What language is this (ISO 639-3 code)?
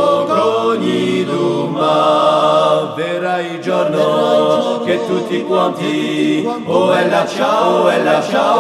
eus